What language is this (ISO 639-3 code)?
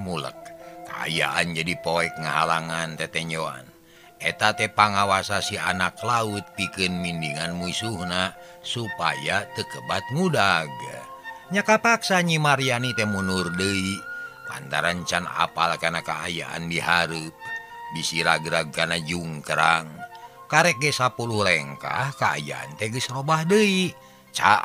sun